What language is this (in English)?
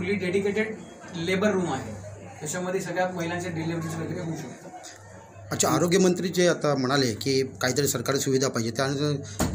Marathi